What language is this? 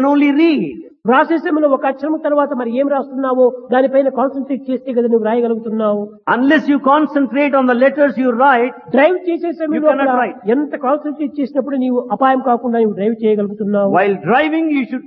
Telugu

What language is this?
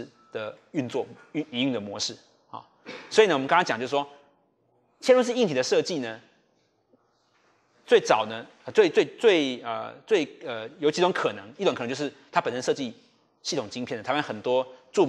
Chinese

